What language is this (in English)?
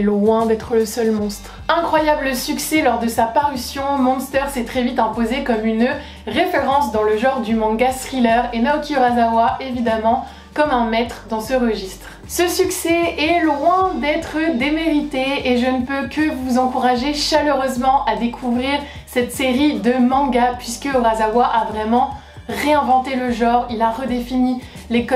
French